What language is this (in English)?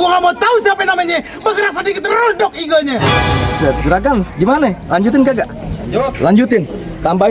Betawi